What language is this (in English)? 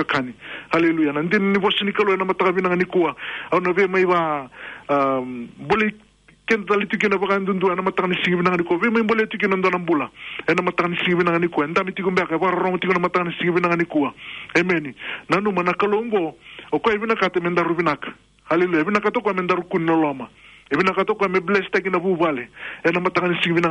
Fijian